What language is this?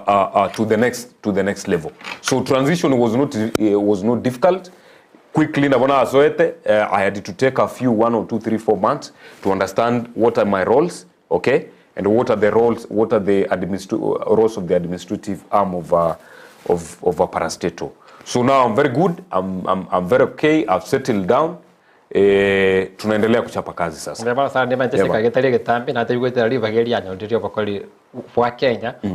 Gusii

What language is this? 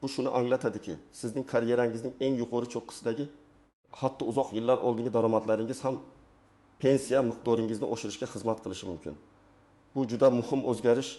Uzbek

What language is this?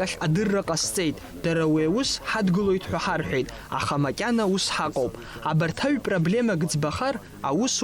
Abkhazian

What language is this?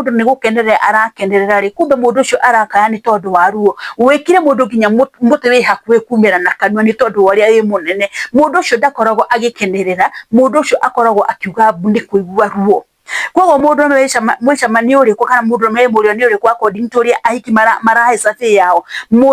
Kikuyu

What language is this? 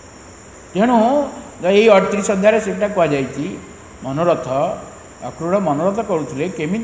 Odia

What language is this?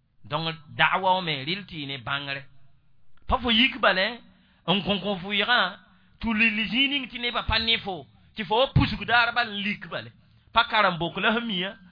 Mossi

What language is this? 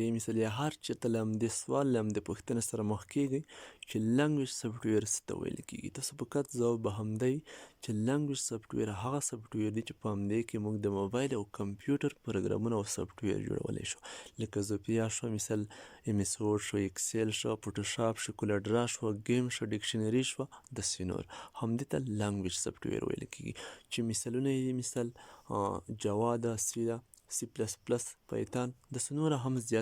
Pashto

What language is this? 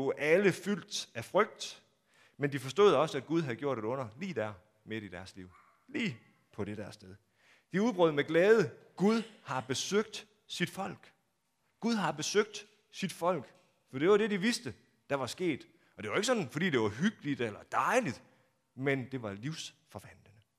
Danish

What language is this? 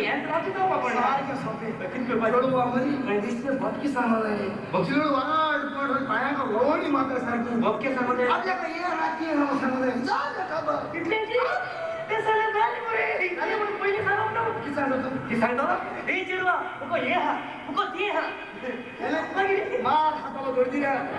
Konkani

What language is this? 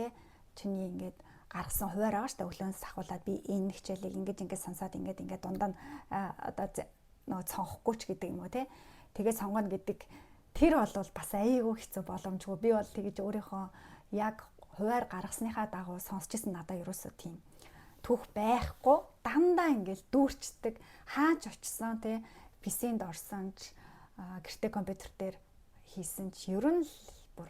Mongolian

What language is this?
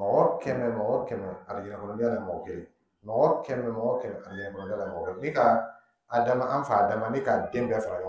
Dyula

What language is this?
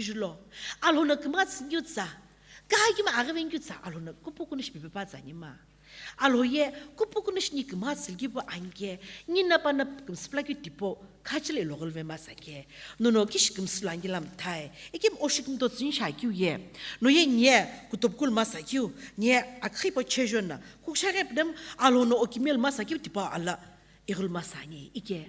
Sumi Naga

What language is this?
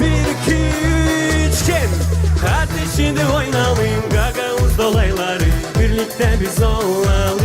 Gagauz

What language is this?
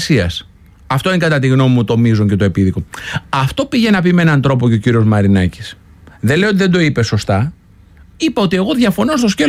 Greek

